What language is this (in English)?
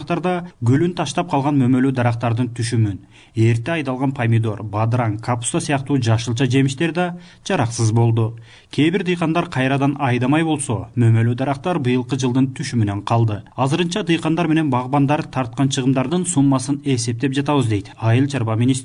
Kyrgyz